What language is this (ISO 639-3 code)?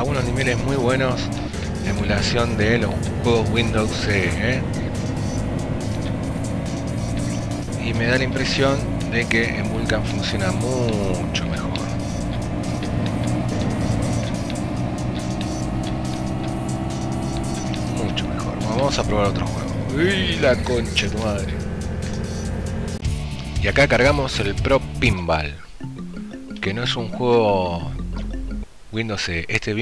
spa